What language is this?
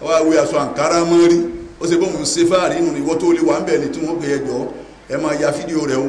Yoruba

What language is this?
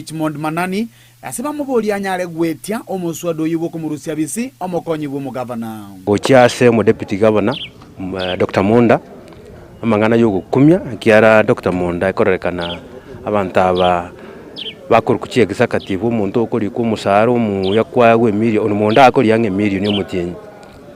Gusii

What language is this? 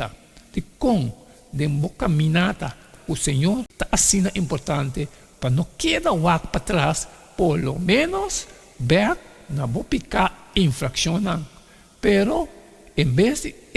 Papiamento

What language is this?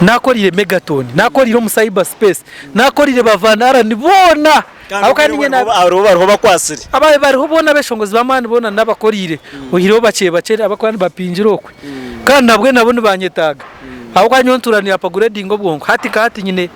Nyankole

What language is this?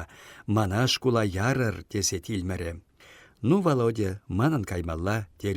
Chuvash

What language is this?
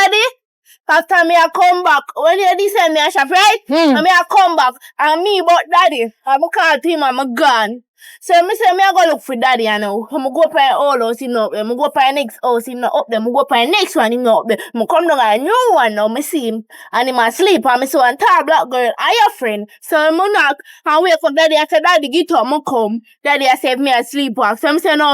Jamaican Creole English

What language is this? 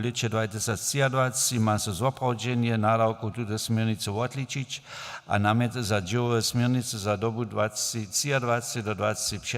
Upper Sorbian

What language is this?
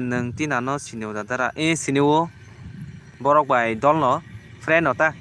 Kok Borok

